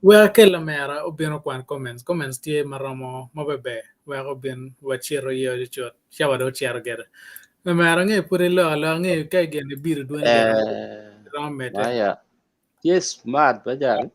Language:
Acoli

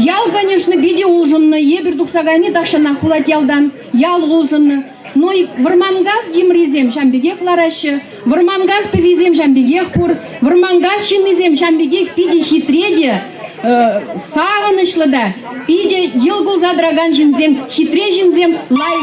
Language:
Chuvash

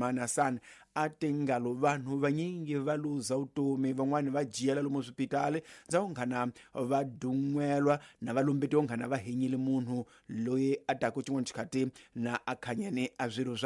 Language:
Tsonga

